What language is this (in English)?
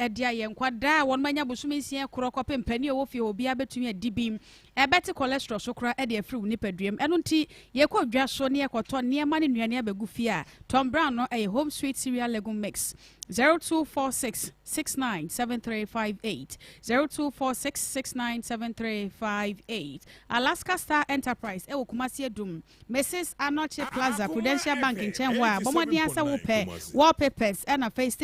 Akan